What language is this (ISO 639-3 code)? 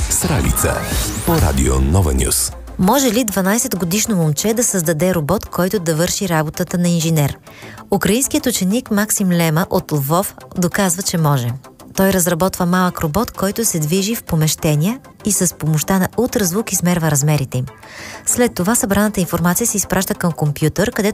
bul